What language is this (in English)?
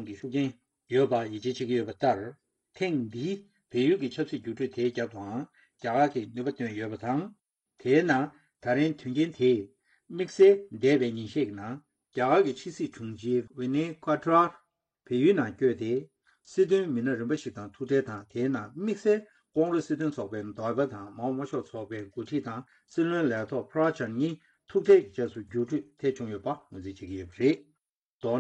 Tibetan